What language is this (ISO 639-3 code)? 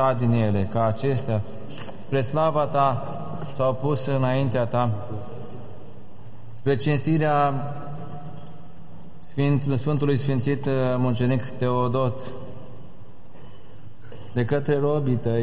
ron